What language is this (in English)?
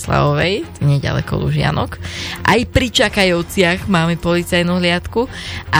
Slovak